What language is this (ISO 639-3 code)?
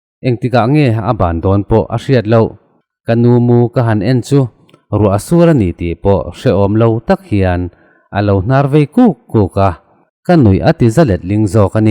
lus